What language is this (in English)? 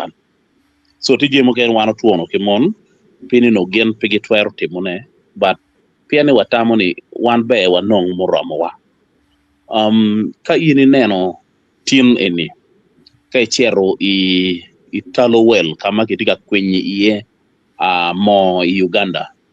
Acoli